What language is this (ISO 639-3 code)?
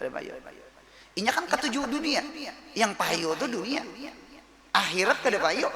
bjn